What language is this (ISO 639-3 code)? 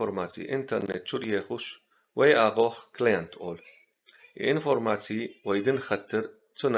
che